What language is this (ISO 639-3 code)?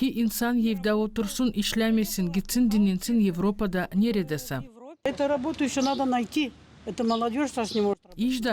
gag